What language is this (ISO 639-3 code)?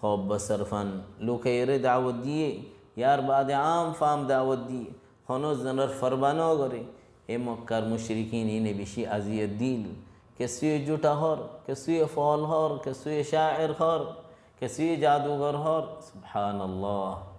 rhg